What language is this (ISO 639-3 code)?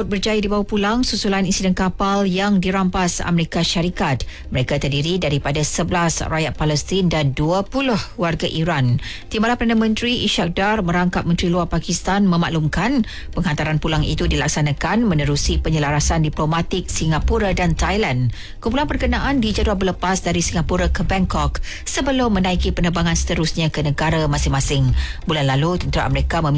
msa